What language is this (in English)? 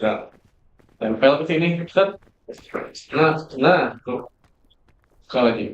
Banjar